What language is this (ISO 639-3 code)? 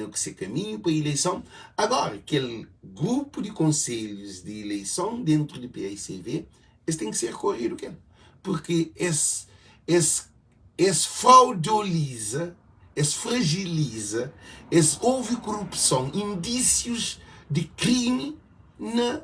kea